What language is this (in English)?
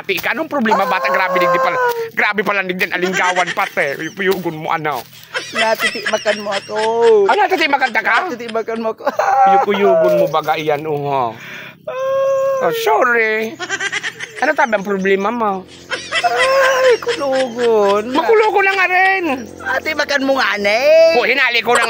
Bikol